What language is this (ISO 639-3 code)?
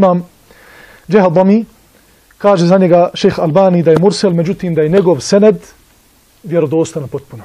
bos